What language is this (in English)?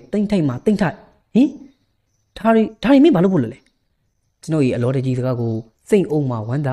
Burmese